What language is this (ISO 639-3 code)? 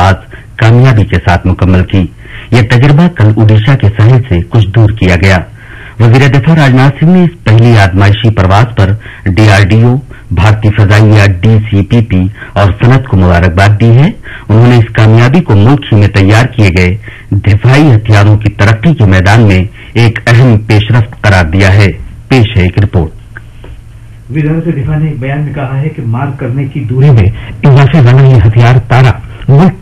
urd